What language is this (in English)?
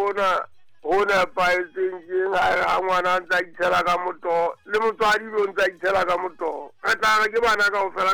Southern Sotho